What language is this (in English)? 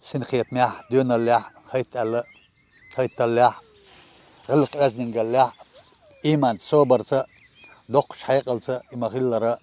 Chechen